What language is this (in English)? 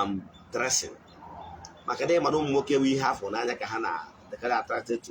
Igbo